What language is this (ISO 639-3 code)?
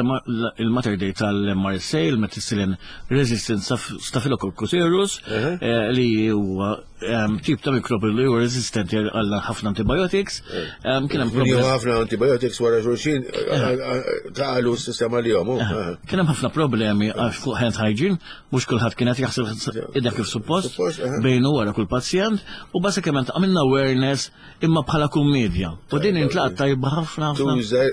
mlt